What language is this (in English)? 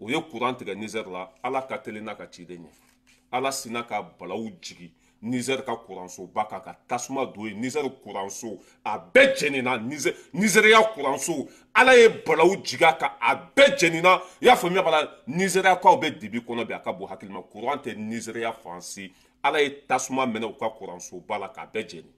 Bambara